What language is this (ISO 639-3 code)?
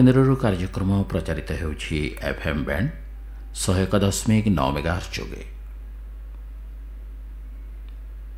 ori